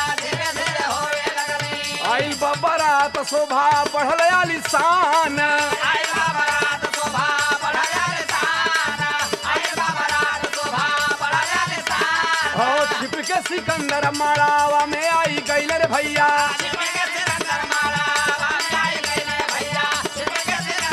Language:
Bhojpuri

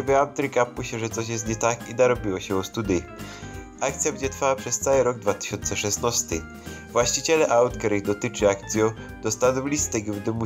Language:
Silesian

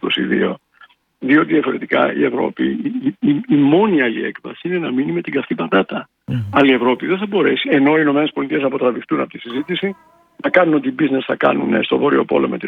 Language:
Greek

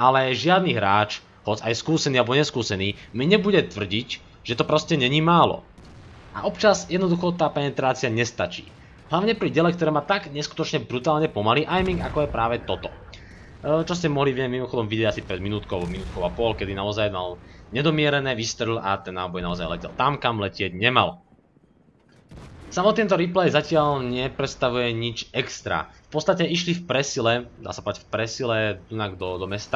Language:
Slovak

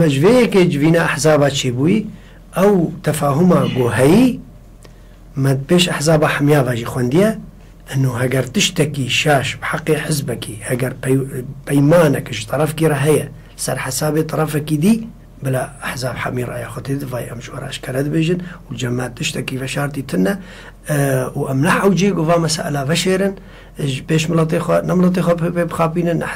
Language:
Kurdish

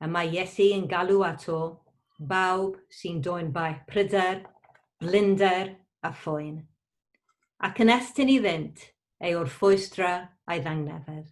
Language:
Welsh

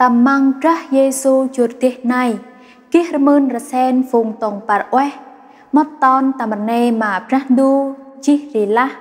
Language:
Central Mnong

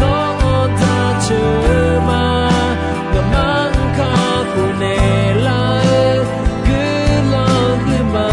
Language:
Akha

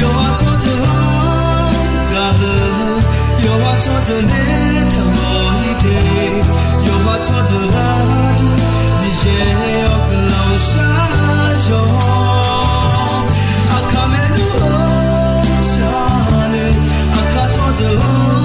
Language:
Akha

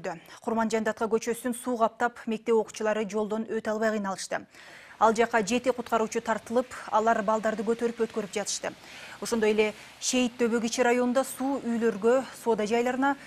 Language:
Kyrgyz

